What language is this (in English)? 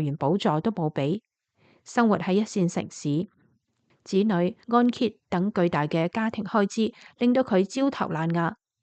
Cantonese